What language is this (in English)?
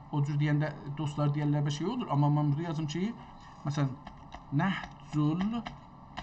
South Azerbaijani